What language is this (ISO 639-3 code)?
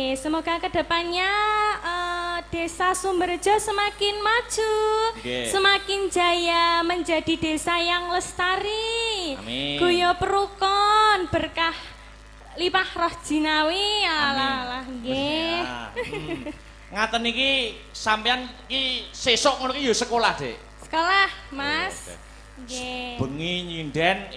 jav